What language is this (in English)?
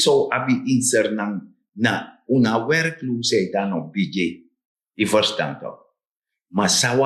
Sranan Tongo